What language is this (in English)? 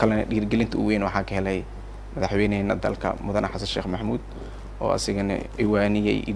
Somali